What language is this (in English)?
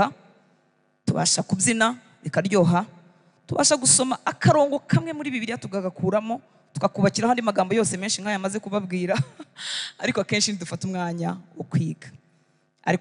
Kinyarwanda